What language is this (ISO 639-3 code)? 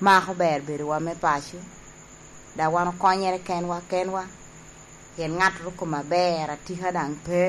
laj